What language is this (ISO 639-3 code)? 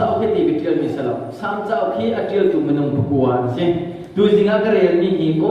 cnh